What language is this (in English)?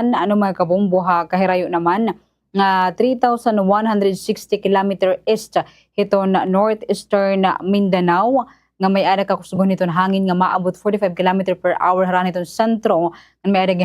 Waray